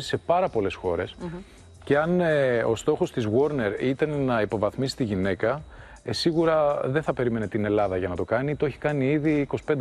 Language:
Greek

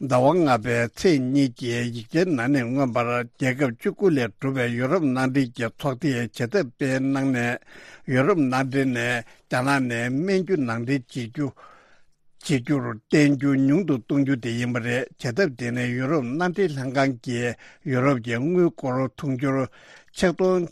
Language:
Tibetan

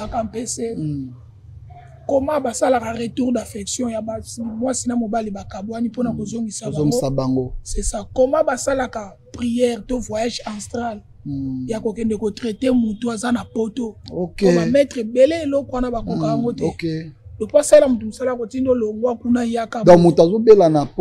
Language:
Lingala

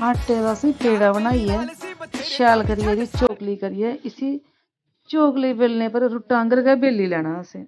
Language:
Dogri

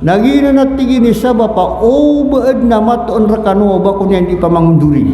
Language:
Maranao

